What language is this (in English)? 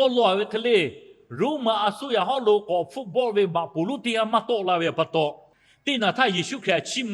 Lahu